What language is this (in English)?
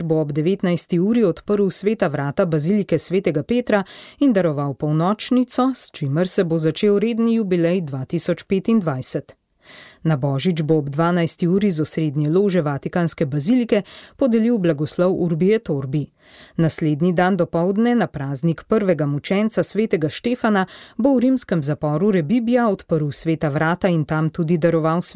Slovenian